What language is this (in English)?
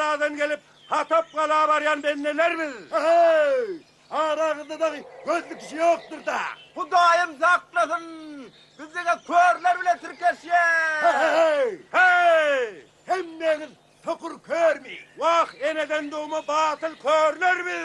Turkmen